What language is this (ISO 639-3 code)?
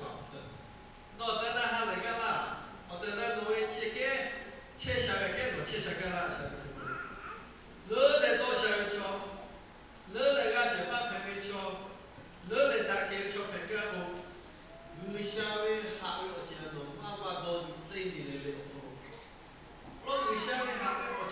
lhu